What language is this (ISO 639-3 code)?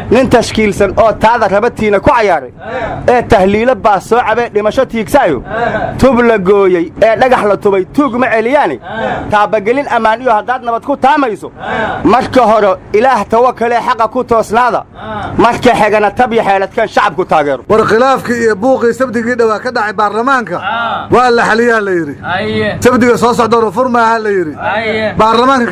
som